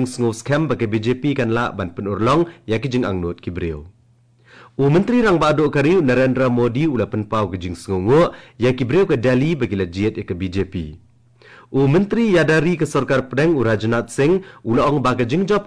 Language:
Khasi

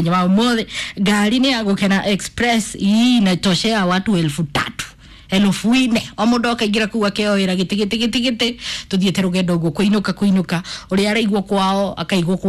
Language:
Kikuyu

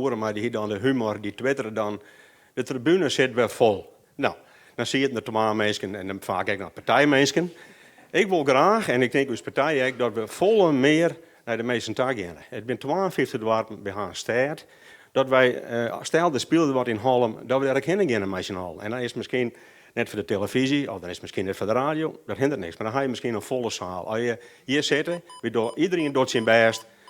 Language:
Western Frisian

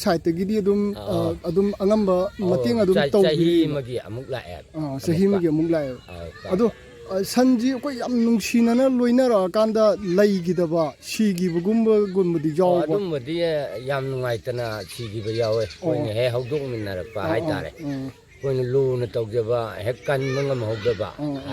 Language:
Manipuri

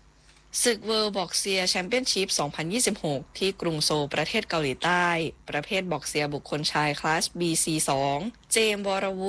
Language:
Thai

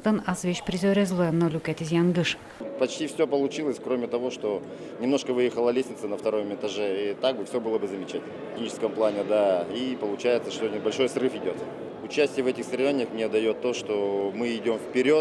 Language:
Udmurt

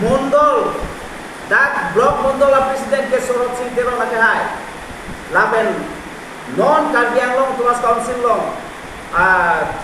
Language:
Karbi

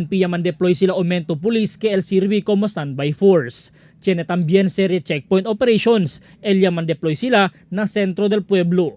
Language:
Chavacano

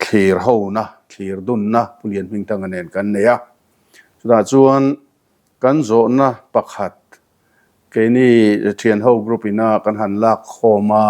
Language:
Mizo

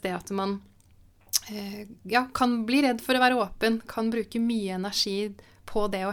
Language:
Norwegian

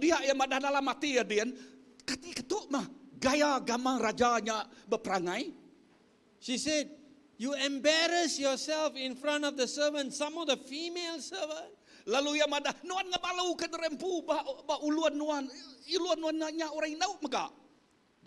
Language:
Iban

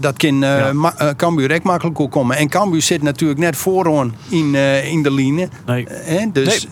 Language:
Western Frisian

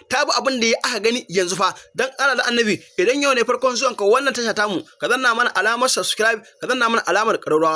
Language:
Hausa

